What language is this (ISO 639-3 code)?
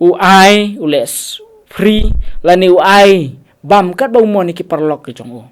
kha